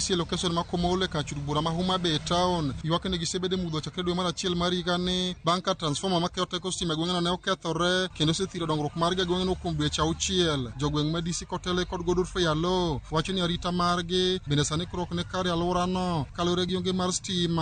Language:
Luo (Kenya and Tanzania)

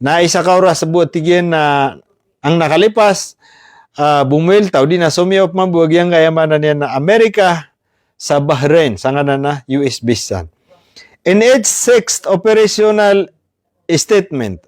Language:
Maranao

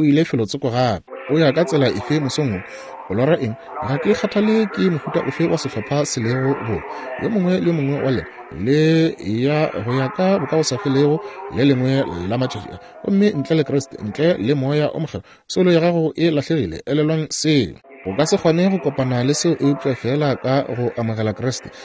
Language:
Northern Sotho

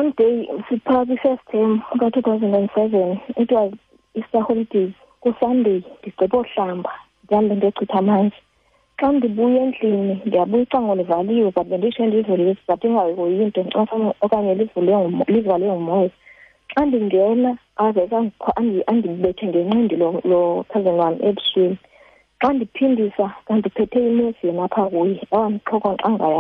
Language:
Xhosa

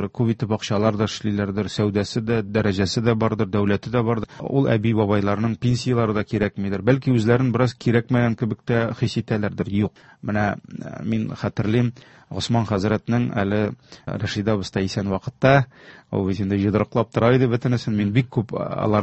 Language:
Tatar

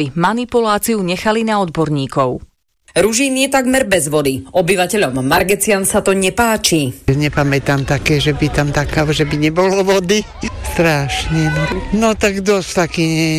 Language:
Slovak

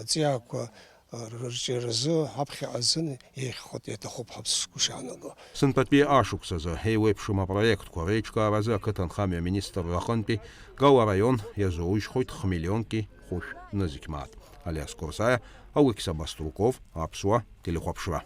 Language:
Abkhazian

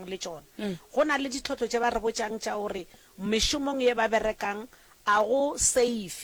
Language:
Northern Sotho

